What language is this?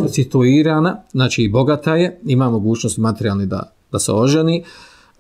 Bosnian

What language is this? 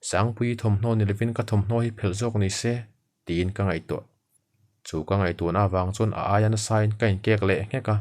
Mizo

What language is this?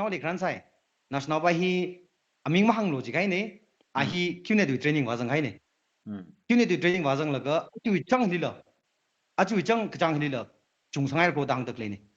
Tangkhul Naga (India)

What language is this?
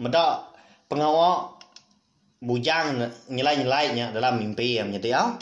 Iban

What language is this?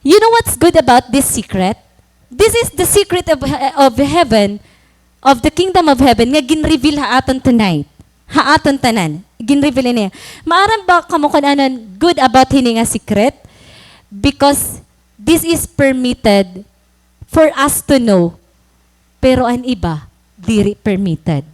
Waray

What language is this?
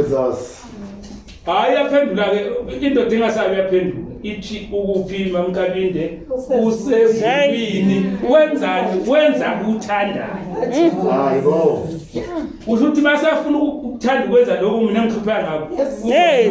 Zulu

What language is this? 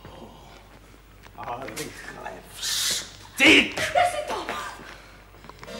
Czech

